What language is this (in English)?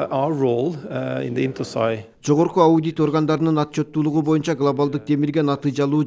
Kyrgyz